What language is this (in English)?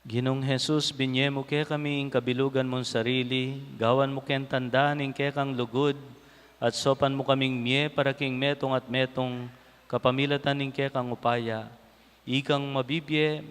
Pampanga